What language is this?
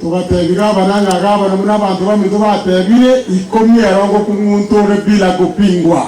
Gusii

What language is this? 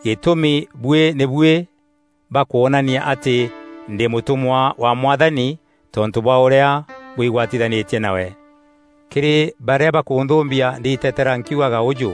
Meru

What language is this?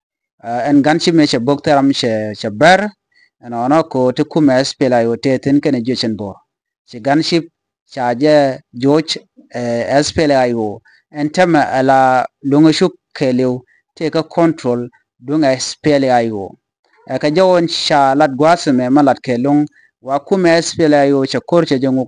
Nuer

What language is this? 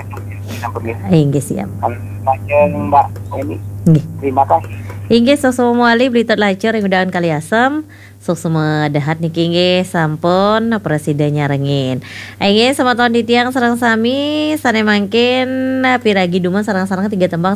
Balinese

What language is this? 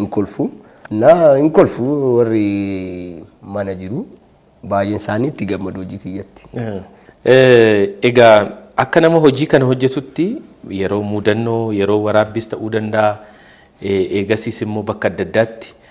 Oromo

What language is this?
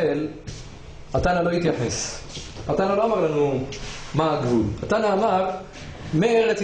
Hebrew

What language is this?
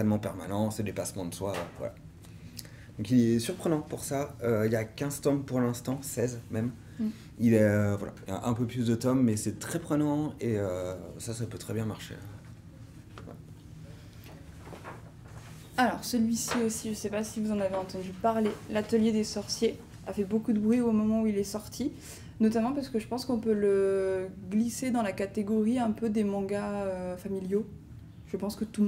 French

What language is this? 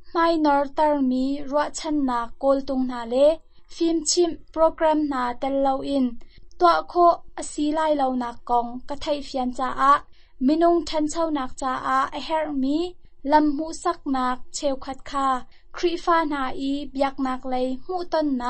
Thai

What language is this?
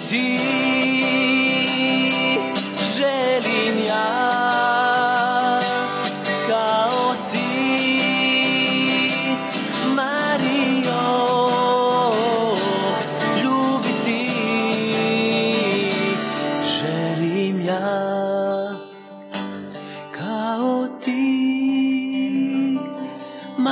Croatian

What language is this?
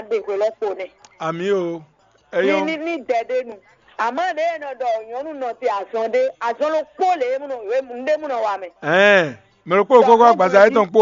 Fon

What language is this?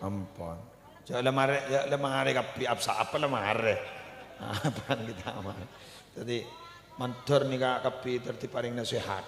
Madurese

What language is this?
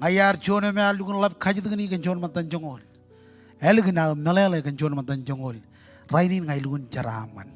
Marshallese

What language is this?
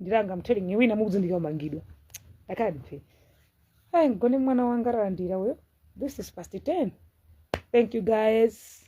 Nyanja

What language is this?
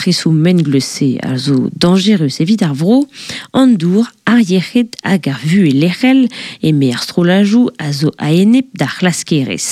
Breton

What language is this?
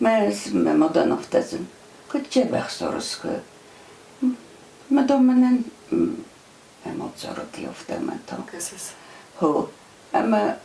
Ossetic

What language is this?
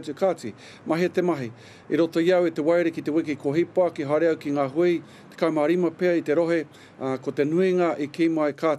Māori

